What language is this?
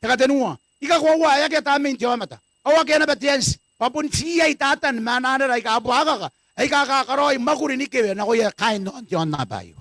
Gilbertese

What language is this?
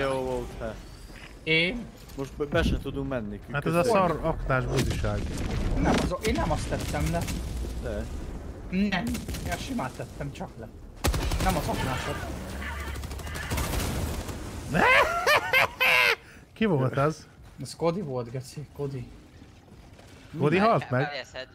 Hungarian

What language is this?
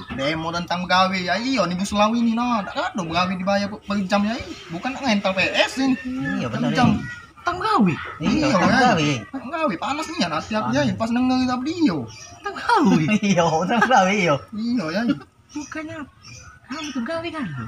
Musi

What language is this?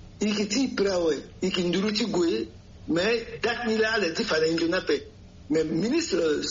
Sango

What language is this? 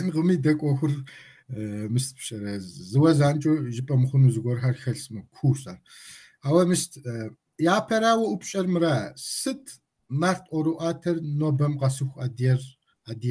Kabardian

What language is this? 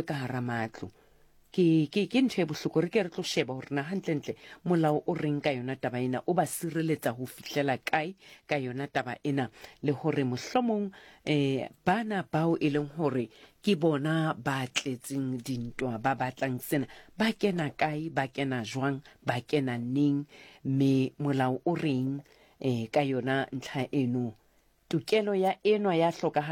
Southern Sotho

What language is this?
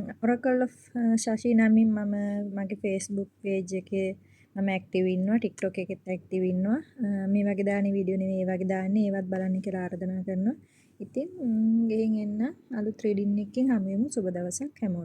Sinhala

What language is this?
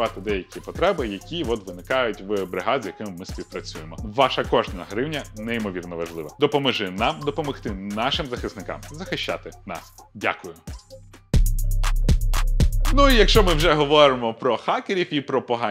Ukrainian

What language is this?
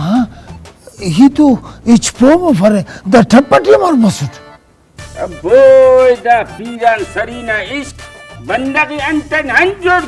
Brahui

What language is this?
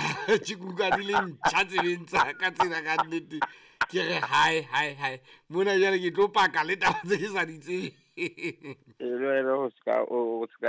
Southern Sotho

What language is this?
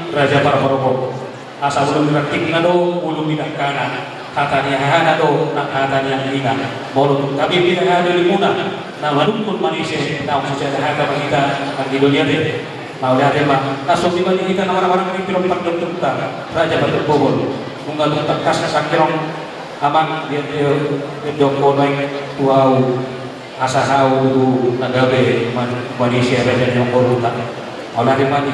Batak Toba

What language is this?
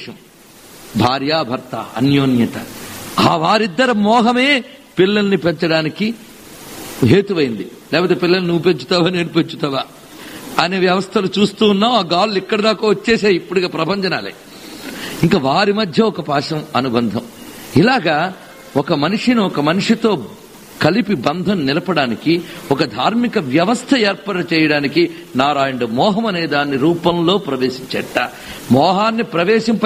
Telugu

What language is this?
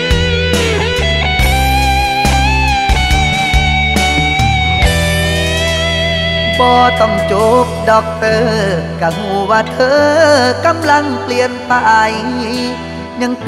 Thai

